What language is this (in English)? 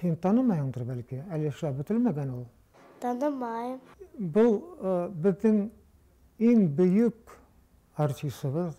Bashkir